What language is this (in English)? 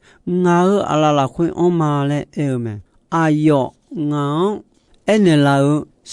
Akha